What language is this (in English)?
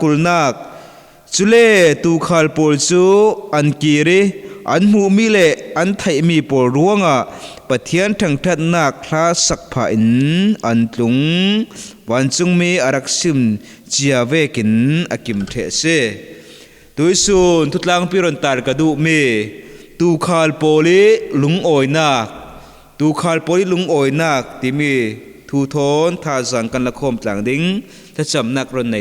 Falam Chin